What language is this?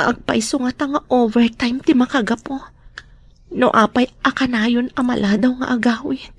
Iloko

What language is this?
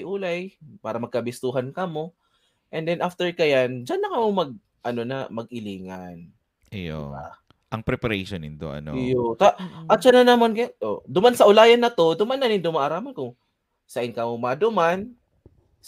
Bikol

